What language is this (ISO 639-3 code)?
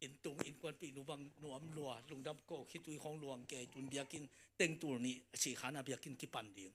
ctd